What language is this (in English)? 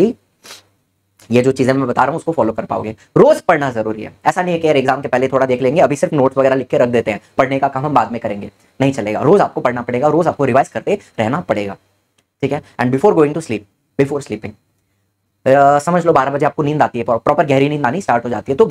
Hindi